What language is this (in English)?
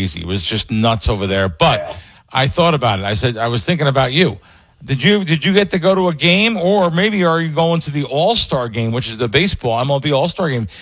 English